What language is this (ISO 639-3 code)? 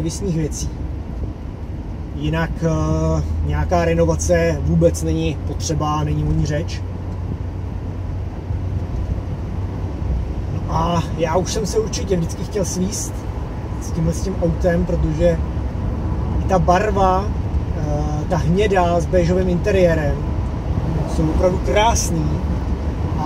ces